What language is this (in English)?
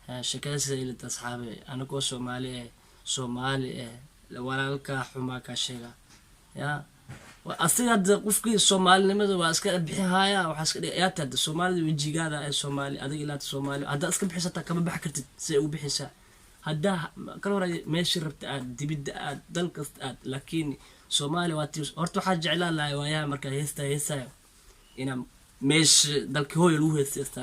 Somali